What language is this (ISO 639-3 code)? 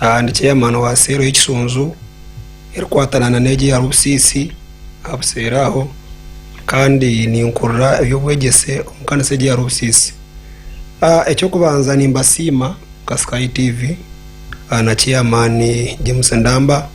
nyn